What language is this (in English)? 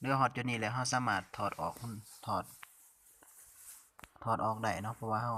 Lao